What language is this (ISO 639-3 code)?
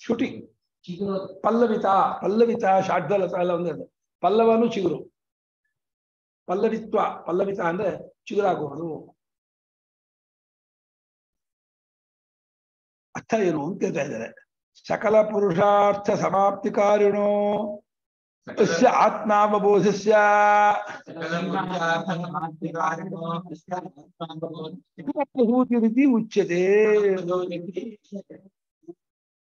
kan